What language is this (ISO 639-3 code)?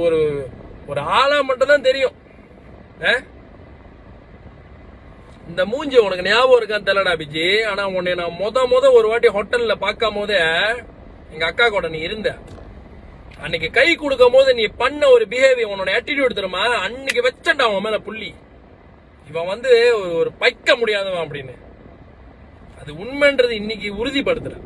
tam